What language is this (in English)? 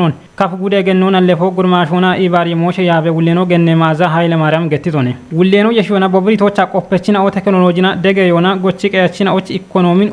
Kafa